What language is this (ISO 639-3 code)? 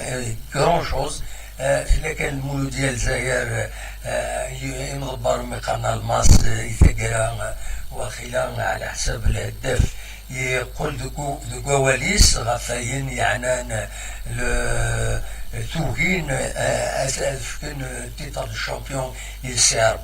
kab